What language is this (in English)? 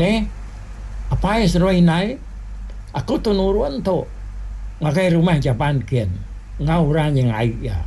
Iban